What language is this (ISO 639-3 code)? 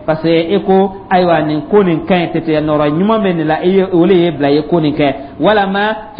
dyu